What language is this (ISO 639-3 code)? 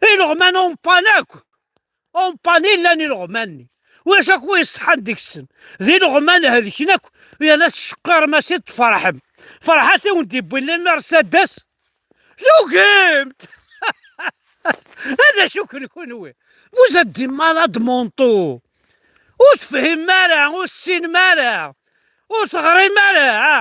kab